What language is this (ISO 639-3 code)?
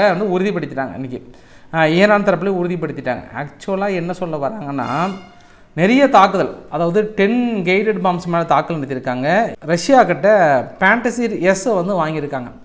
tam